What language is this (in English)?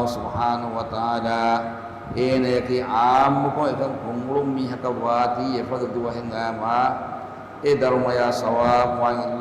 Divehi